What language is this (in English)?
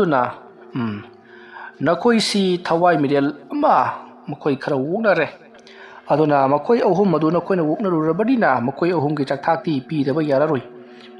Manipuri